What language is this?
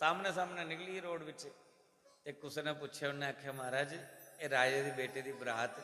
Dogri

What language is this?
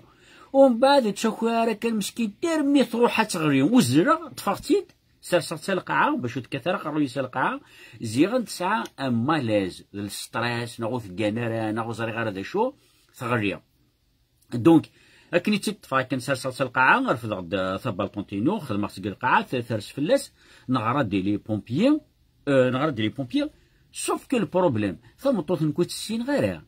Kabyle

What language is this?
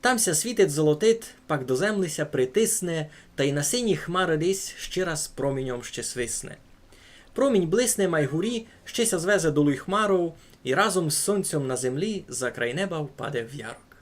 Rusyn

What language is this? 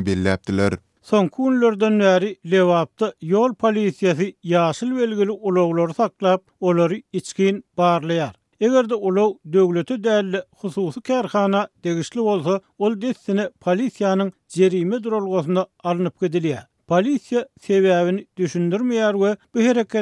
Turkmen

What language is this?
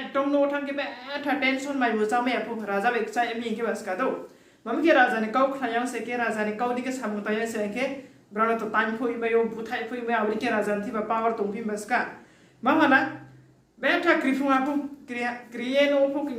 Riang (India)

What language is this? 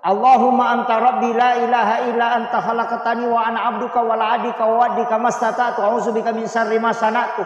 Buginese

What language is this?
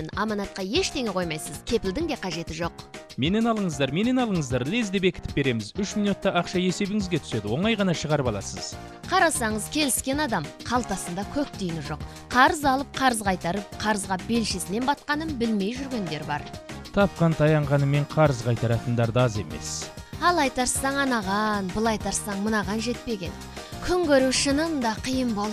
Kazakh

